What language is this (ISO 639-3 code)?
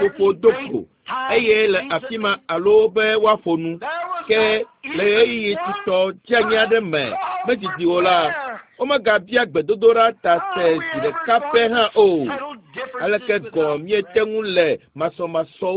ewe